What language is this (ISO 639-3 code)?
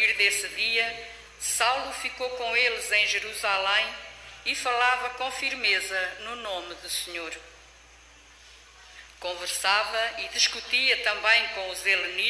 por